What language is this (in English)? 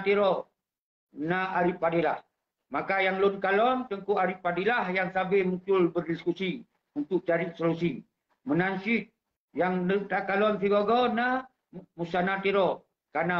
Achinese